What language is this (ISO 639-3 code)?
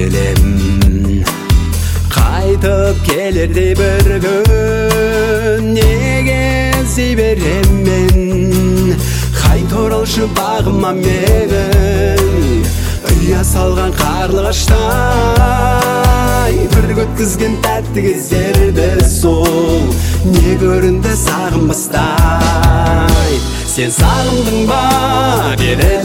kaz